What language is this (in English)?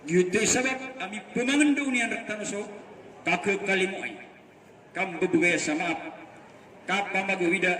Maranao